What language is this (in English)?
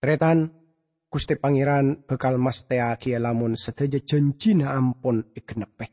Madurese